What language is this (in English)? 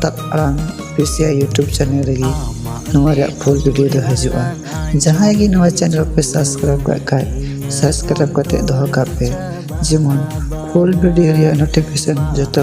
Santali